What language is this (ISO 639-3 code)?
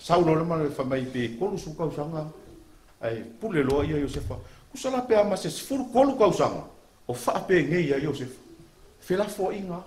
smo